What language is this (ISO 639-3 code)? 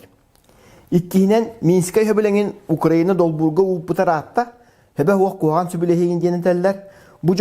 sah